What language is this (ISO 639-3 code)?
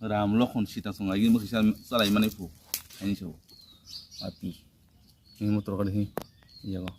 trp